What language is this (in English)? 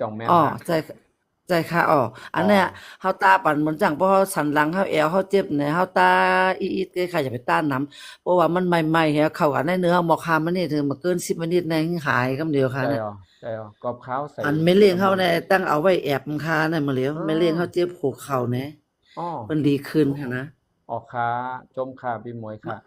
Shan